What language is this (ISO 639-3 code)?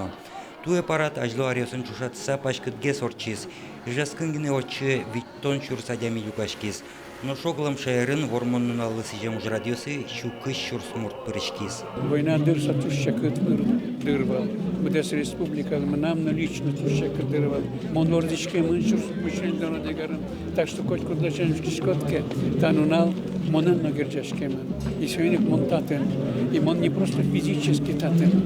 udm